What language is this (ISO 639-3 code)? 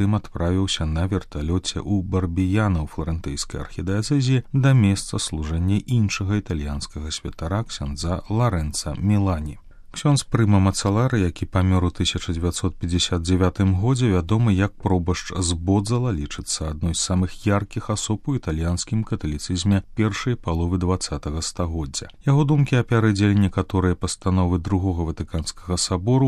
bel